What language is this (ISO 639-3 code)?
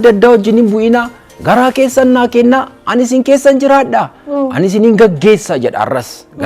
orm